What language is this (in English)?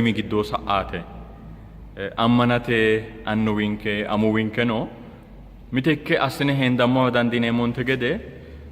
Sidamo